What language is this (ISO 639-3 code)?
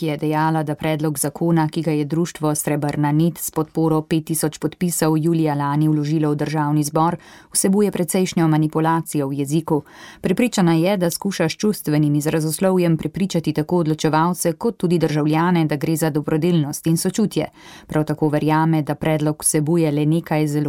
slv